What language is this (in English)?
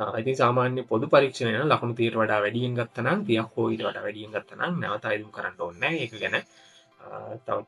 Sinhala